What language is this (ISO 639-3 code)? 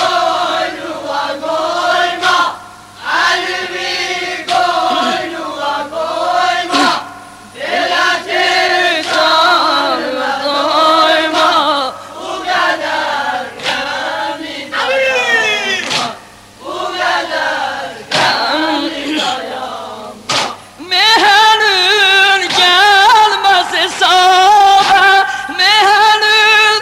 tur